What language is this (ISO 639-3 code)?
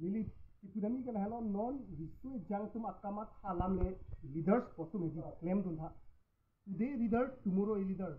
mjw